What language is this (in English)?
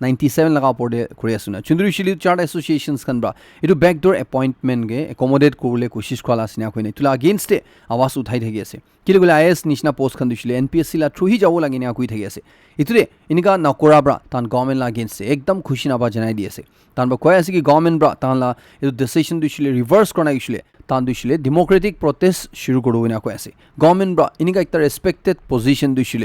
Naga Pidgin